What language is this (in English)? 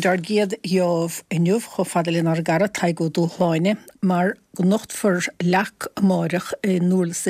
Irish